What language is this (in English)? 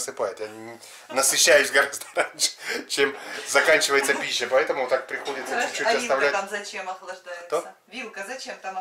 Russian